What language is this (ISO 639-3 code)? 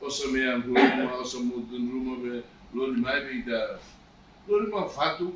tet